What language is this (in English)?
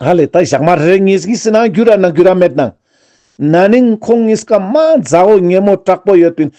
Ladakhi